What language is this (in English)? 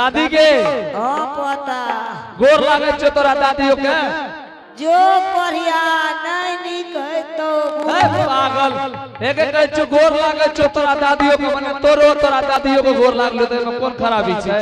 Angika